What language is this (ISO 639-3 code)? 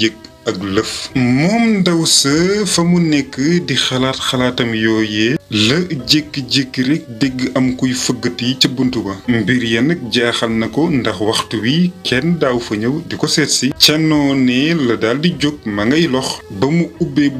wol